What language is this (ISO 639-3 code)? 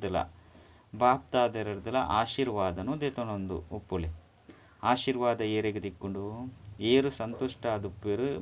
tcy